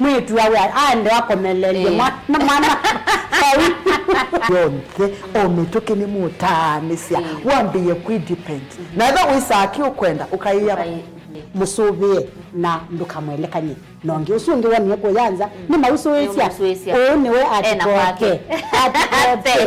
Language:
Kamba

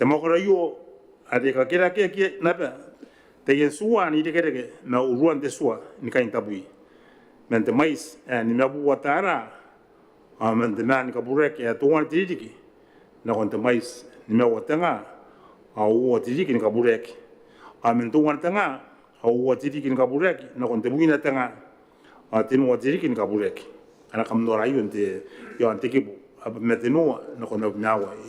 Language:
Gilbertese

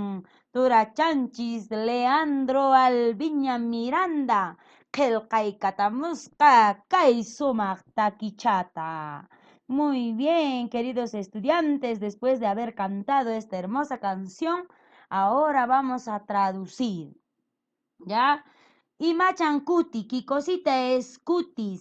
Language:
Quechua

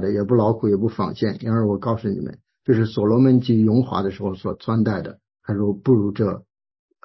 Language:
Chinese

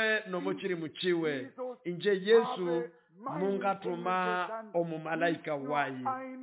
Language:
Nande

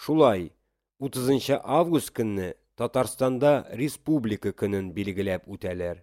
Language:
Tatar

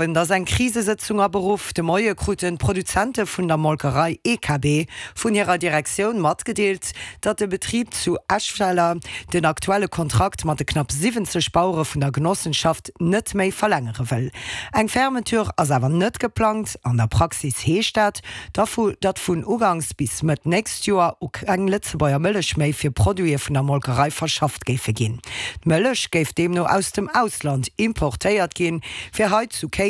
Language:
Luxembourgish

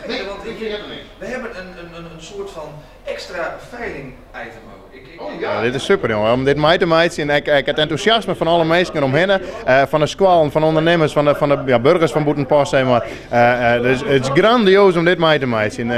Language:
Western Frisian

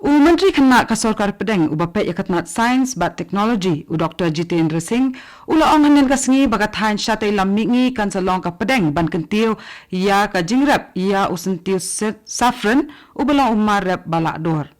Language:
Khasi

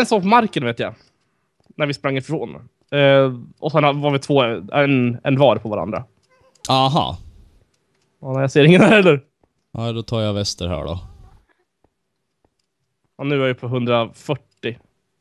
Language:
Swedish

